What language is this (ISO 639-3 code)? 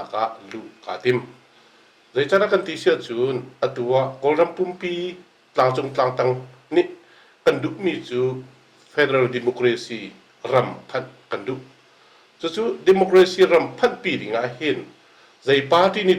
cnh